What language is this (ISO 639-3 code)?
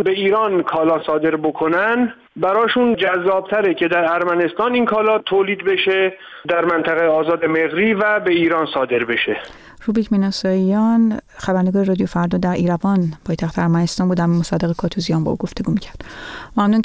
fas